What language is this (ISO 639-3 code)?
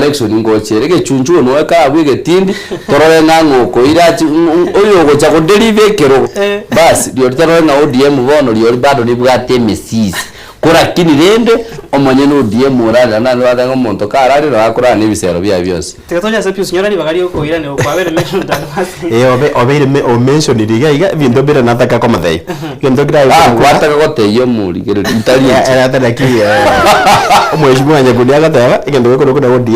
guz